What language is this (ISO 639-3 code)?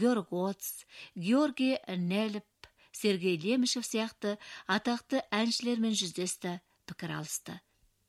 kaz